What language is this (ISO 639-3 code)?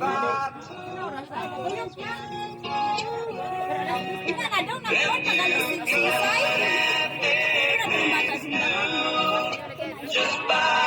ceb